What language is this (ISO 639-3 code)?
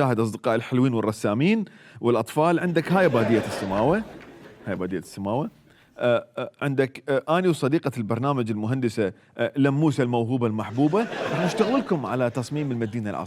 acm